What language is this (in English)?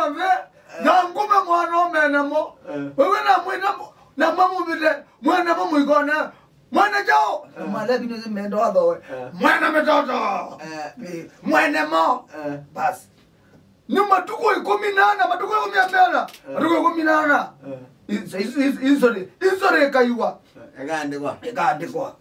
Kamba